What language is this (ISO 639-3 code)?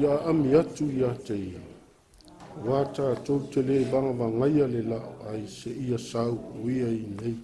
smo